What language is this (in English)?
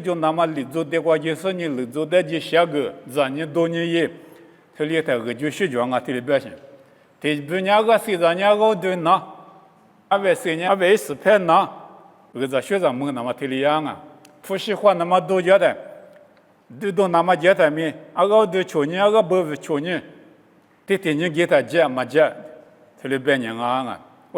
Lisu